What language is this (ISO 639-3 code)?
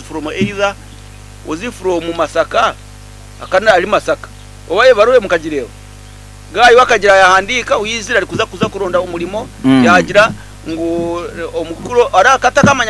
nyn